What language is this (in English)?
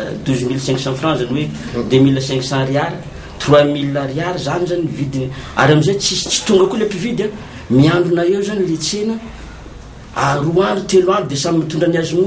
Malagasy